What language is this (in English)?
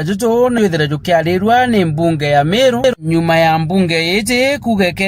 Meru